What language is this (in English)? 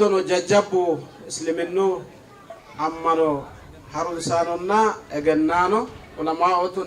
Sidamo